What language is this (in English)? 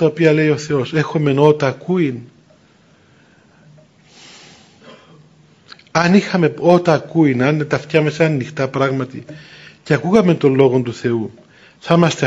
Greek